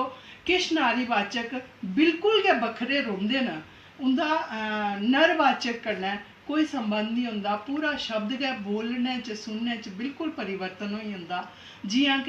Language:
Dogri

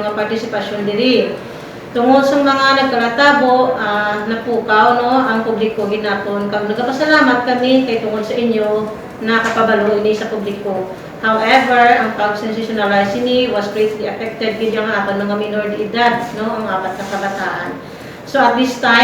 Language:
Hiligaynon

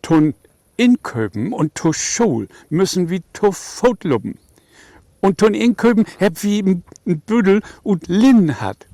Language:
Low German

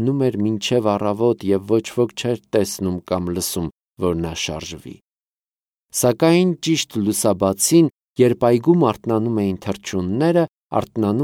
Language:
Armenian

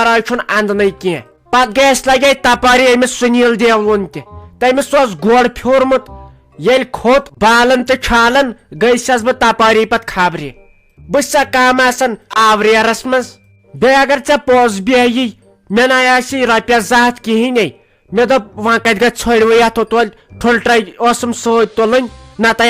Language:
Kashmiri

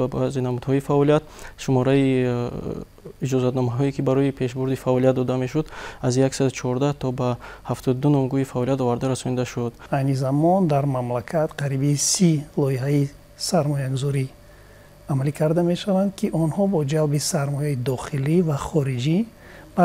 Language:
Tajik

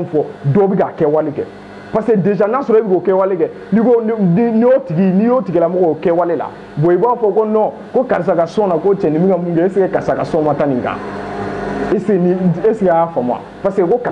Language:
Bambara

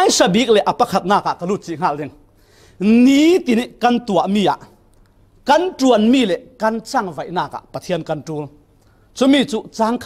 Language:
Falam Chin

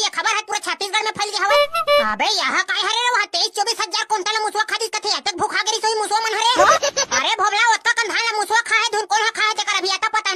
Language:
Chhattisgarhi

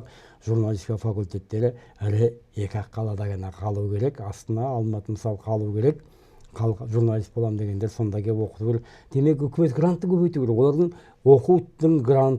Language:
Kazakh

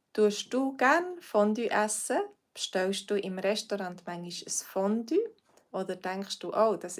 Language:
Swiss German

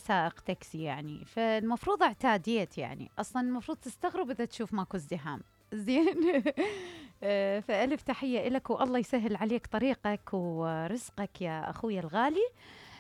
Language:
Mesopotamian Arabic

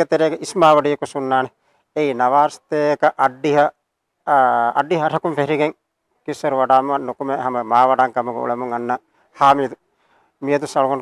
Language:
Divehi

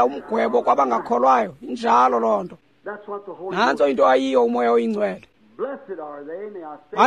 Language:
Xhosa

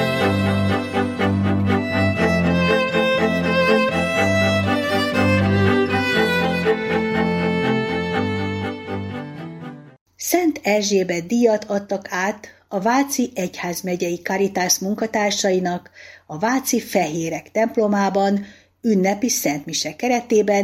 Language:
Hungarian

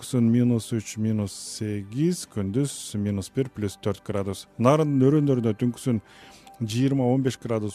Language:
Kyrgyz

